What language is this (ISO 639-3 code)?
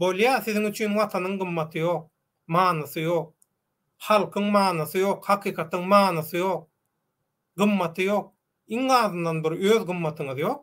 tuk